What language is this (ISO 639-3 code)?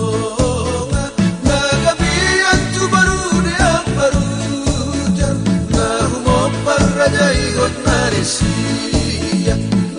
bbc